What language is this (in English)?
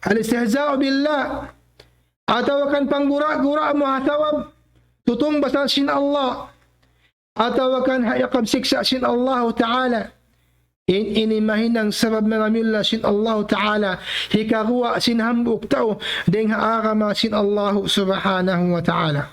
Tausug